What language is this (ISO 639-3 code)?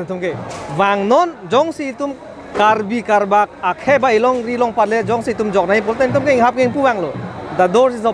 mjw